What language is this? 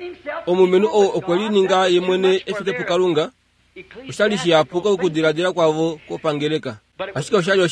Kuanyama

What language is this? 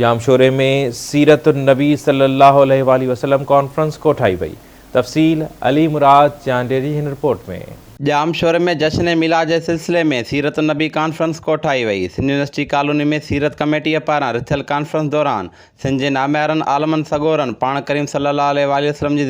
Sindhi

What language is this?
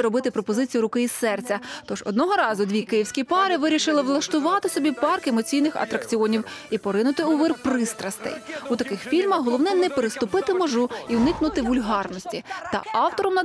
Ukrainian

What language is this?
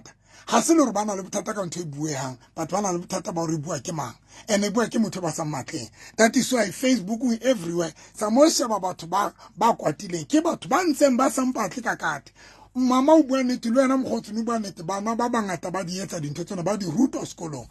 Southern Sotho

